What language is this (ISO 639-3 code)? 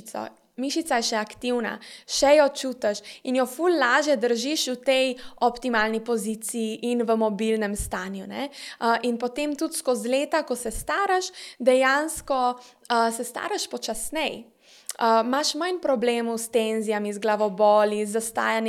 slv